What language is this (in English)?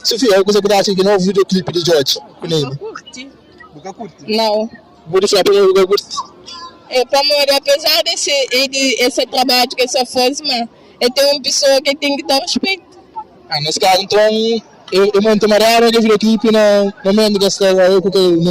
Kabuverdianu